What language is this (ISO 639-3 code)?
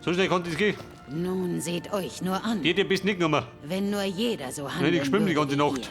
bar